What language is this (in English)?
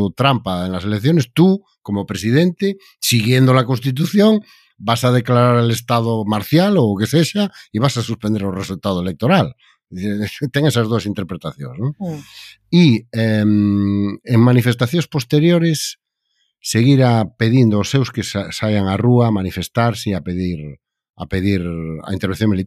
Galician